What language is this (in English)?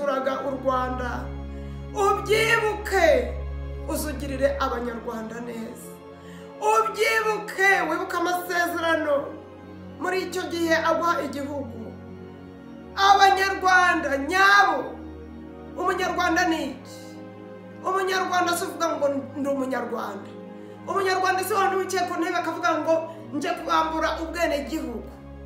Kinyarwanda